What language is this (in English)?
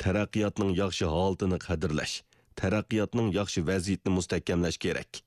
Uyghur